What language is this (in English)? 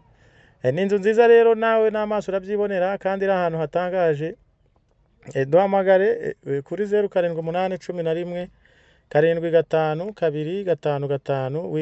Kinyarwanda